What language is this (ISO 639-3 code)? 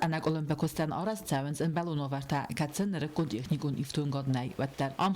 oss